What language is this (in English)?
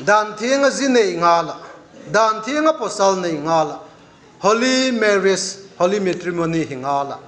Vaiphei